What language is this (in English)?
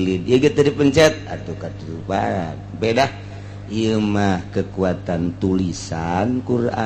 Sundanese